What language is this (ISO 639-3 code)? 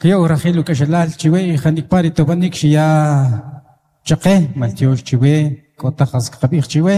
quc